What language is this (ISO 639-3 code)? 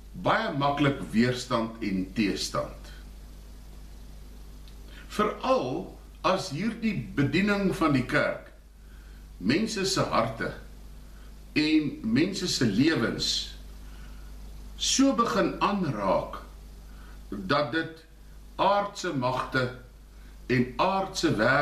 afr